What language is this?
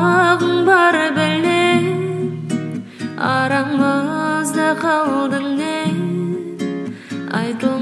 Kazakh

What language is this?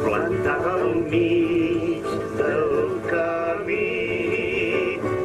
Catalan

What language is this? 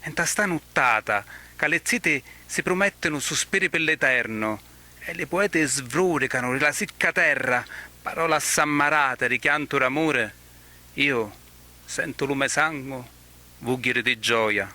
Sicilian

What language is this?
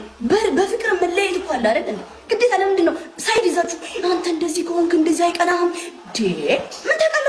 Amharic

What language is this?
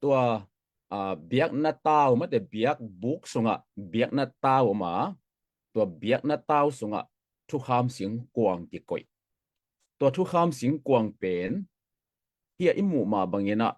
Tedim Chin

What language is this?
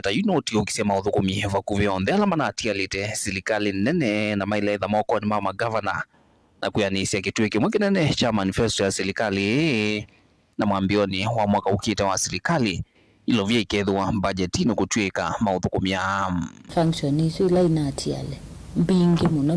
Kamba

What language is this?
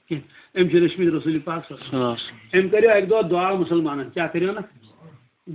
Kashmiri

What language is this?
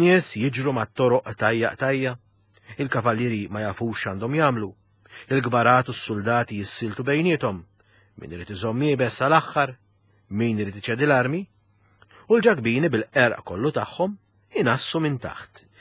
Maltese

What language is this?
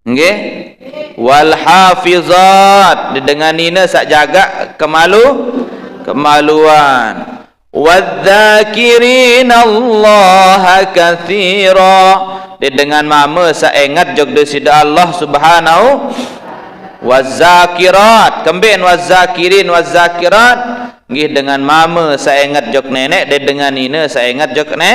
Sasak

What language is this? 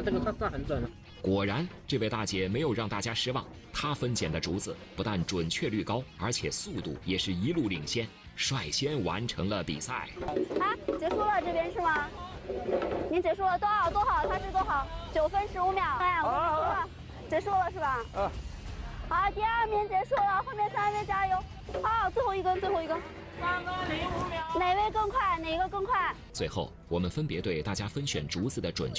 Chinese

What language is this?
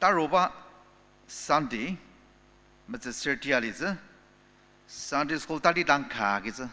Ao Naga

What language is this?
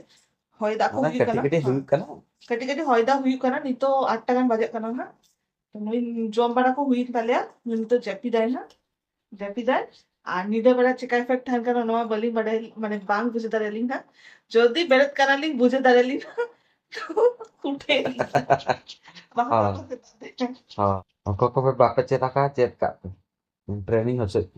Santali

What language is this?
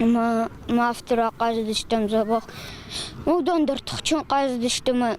Ossetic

